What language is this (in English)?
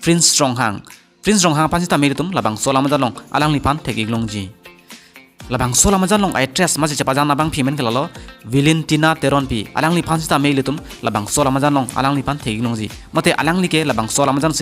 Karbi